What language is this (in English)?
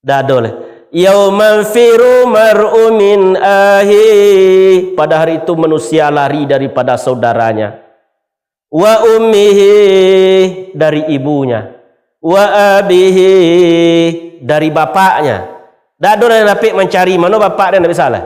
Minangkabau